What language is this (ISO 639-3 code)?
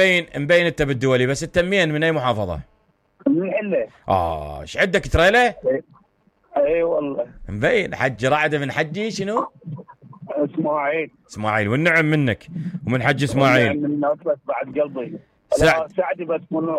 acm